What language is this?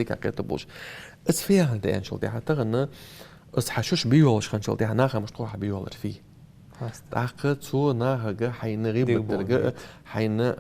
Ingush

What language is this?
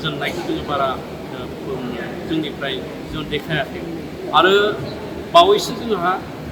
Bodo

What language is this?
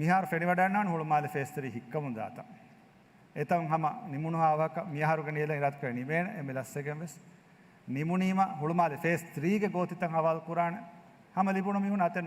Divehi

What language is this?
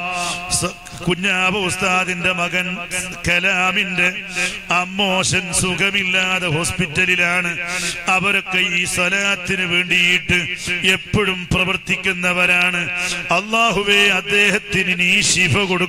Malayalam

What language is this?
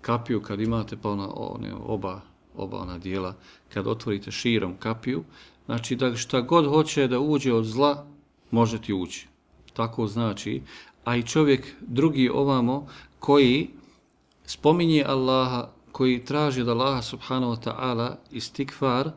Bosnian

